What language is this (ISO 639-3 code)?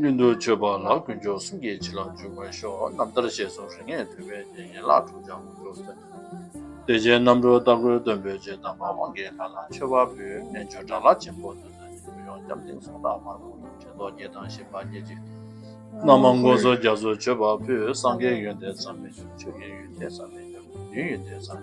bod